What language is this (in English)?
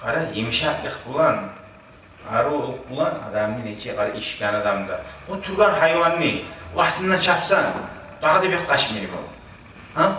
Kumyk